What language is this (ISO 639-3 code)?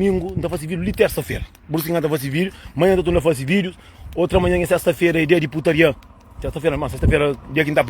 kea